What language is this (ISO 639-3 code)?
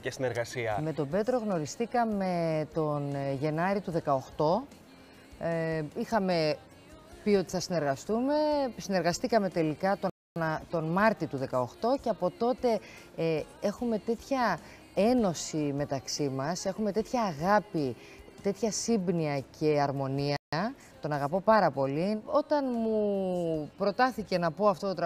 ell